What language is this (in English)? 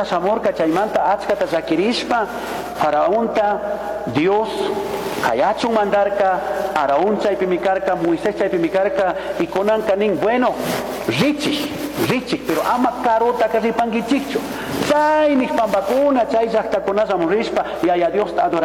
Chimborazo Highland Quichua